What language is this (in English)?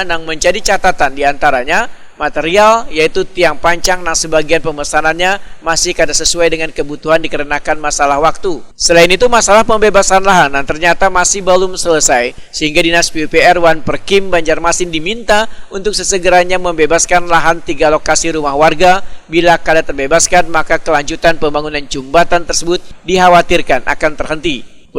Banjar